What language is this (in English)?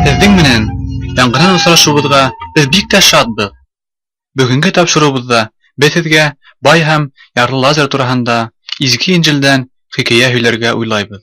Bashkir